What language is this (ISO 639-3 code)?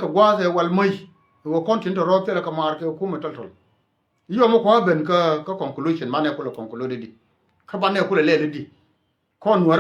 nus